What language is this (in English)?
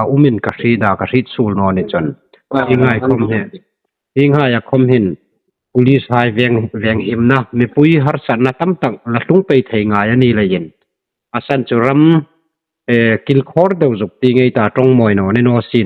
Hmar